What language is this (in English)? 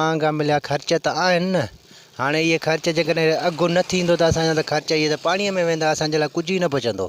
Sindhi